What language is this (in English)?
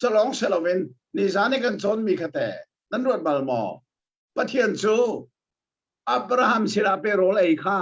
Hakha Chin